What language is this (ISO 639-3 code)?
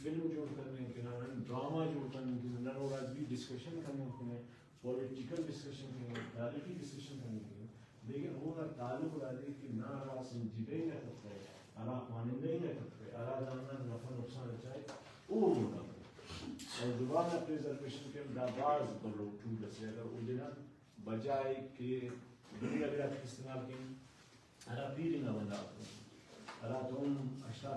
brh